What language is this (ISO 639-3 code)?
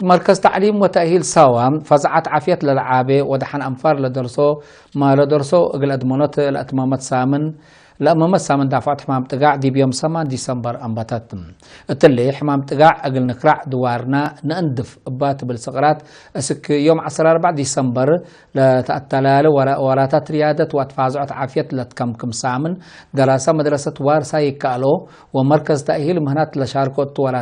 tig